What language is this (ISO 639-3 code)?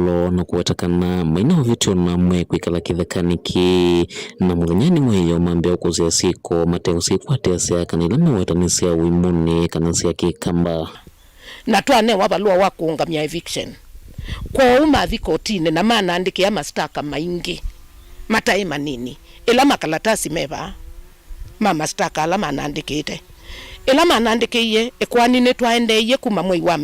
kam